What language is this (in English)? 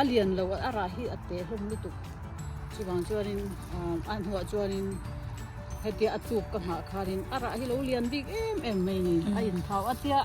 Mizo